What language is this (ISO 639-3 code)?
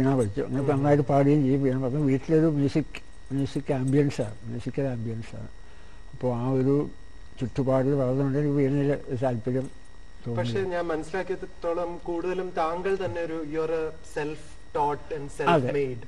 mal